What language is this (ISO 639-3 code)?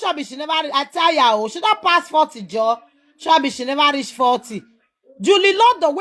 pcm